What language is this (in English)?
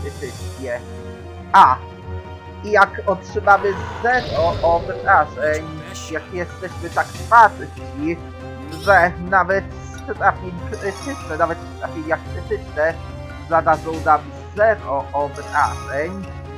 Polish